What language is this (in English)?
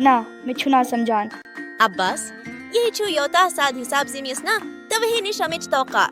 Kashmiri